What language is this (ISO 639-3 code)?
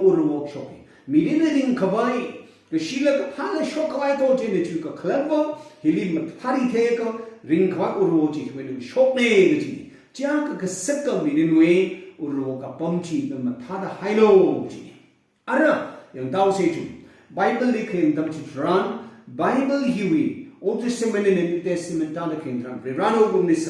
nmf